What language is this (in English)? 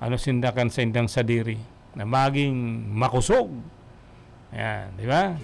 Bikol